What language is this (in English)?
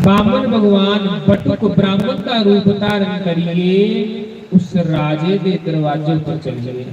Dogri